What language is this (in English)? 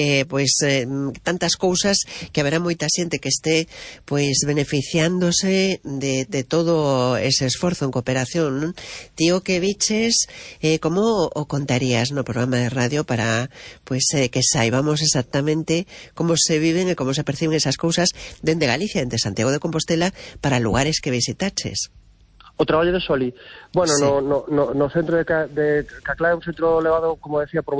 Galician